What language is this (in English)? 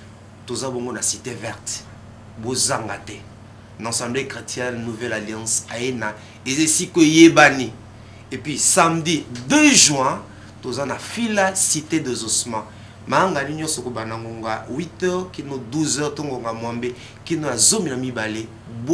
Lingala